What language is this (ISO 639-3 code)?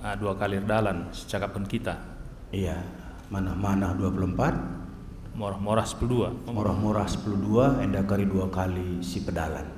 btx